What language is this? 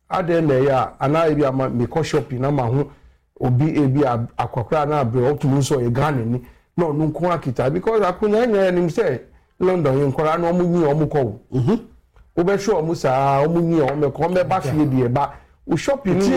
Akan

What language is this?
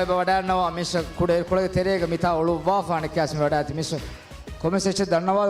Divehi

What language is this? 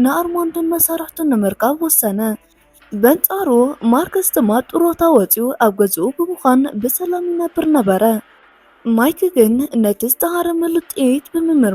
Tigrinya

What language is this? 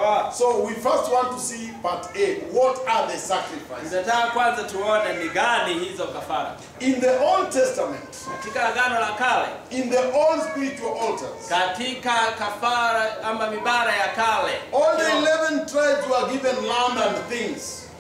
Swahili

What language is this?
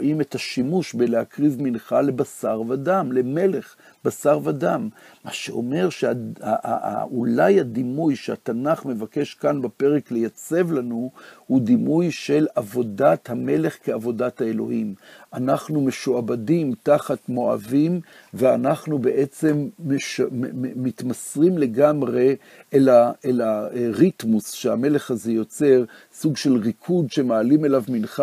Hebrew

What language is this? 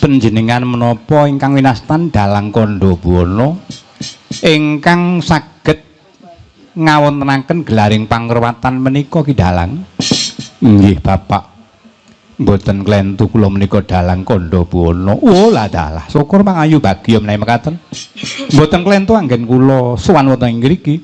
Javanese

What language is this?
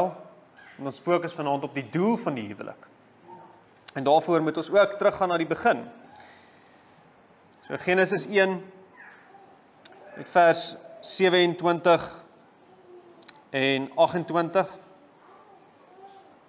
Afrikaans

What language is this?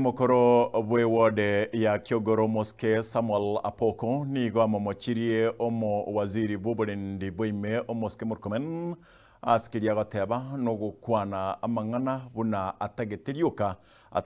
Gusii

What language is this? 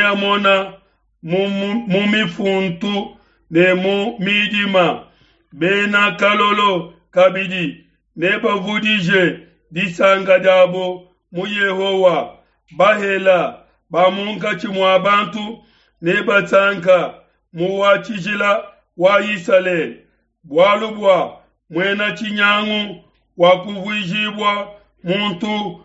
Luba-Lulua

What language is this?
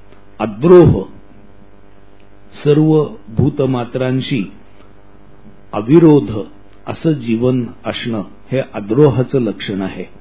Marathi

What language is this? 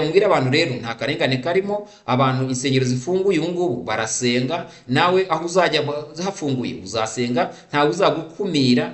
Kinyarwanda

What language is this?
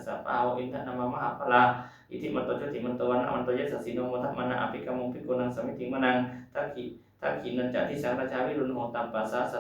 Pali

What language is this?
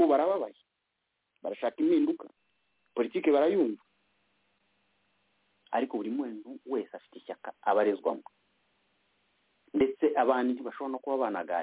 Kinyarwanda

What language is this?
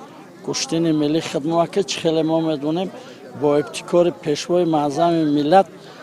Tajik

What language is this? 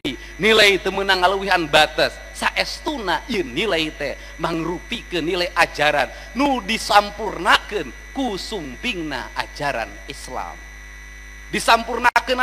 Sundanese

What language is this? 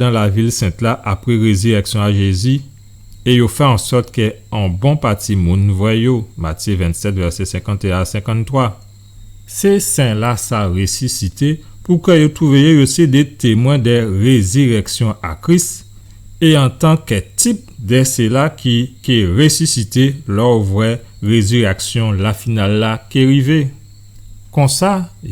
Guadeloupean Creole French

